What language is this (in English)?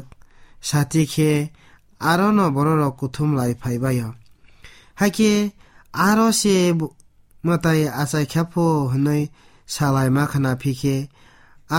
Kok Borok